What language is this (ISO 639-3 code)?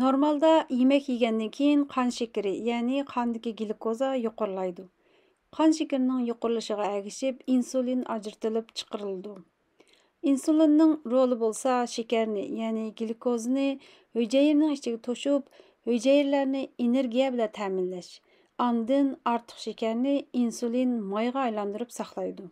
uig